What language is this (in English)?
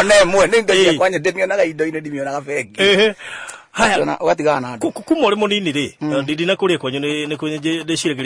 Kikuyu